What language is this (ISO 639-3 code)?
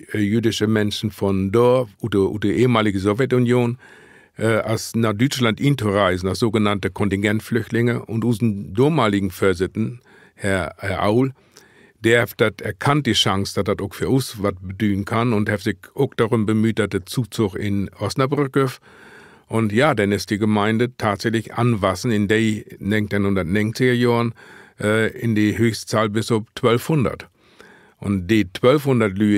nds